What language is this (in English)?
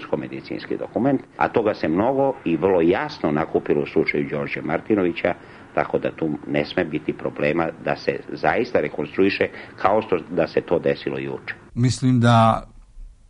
Serbian